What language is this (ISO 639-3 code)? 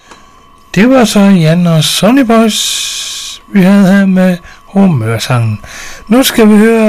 dan